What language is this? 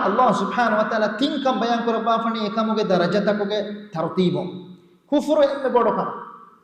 Divehi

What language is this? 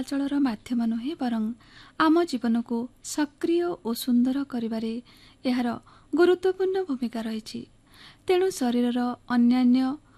Odia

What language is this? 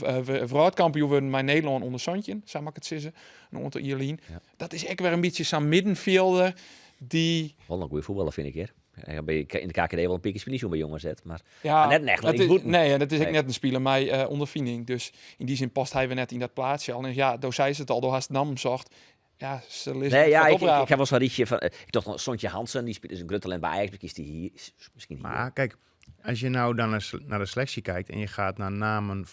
Western Frisian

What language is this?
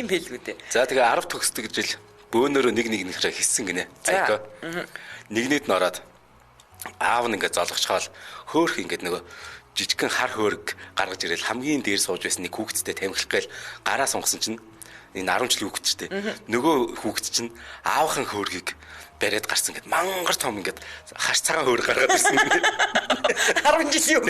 Mongolian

